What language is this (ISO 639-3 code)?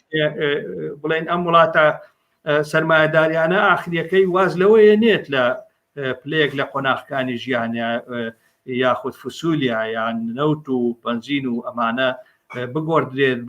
ckb